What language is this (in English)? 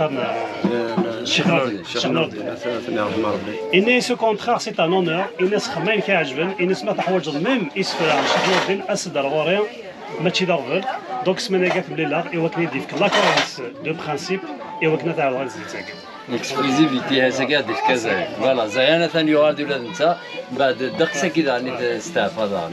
Kabyle